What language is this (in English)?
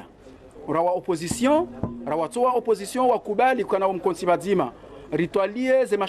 Ngazidja Comorian